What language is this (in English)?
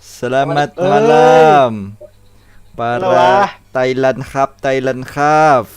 Banjar